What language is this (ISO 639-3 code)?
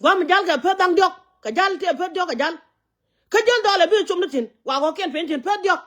nus